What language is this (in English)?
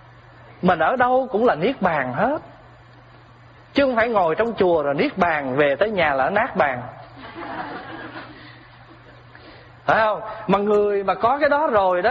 Vietnamese